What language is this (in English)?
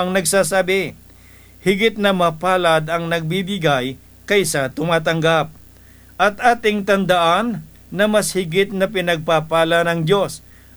Filipino